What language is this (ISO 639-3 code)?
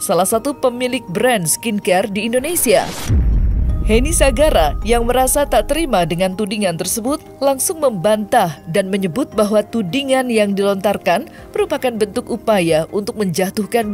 ind